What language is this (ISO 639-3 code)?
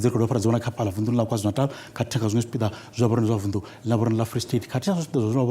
ven